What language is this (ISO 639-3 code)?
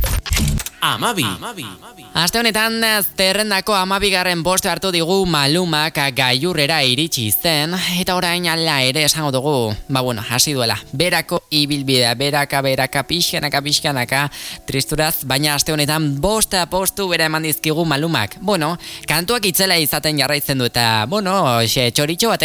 eus